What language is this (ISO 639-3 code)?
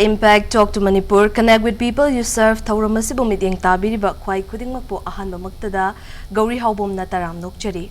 mni